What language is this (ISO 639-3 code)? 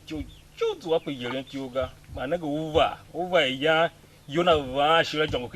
tiv